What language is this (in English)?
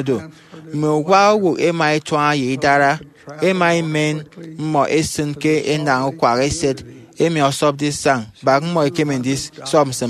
Efik